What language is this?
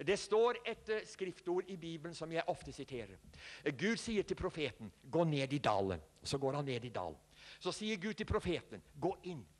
Norwegian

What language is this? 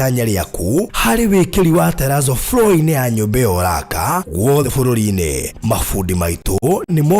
Kikuyu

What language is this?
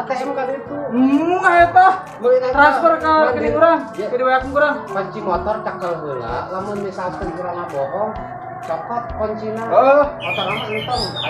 Sundanese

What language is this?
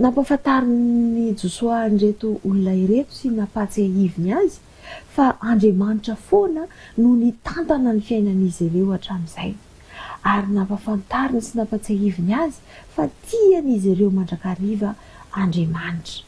Malagasy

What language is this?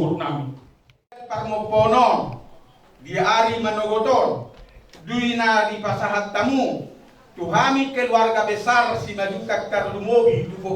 Batak Toba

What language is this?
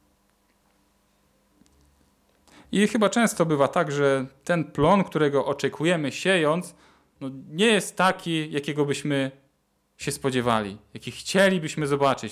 Polish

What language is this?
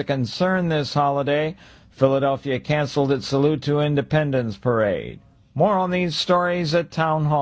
English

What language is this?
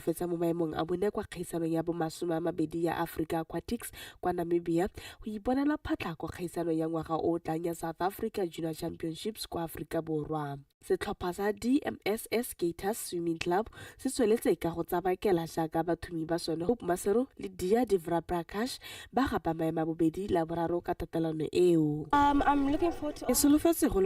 Tswana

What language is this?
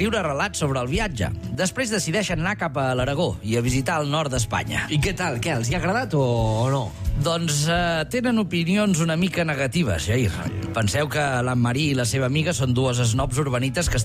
Catalan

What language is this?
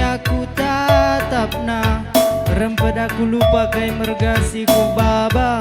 Batak Karo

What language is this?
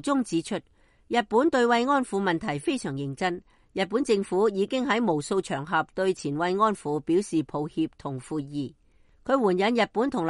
Cantonese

